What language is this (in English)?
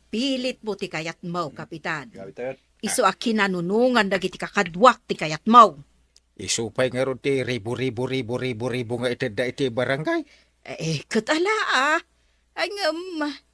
Iloko